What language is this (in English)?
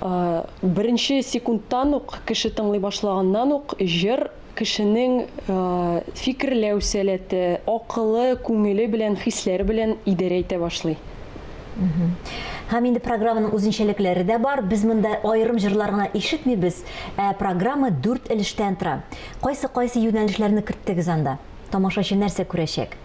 Tatar